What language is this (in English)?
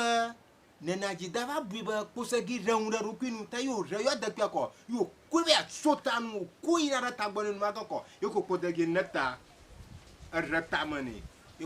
Ewe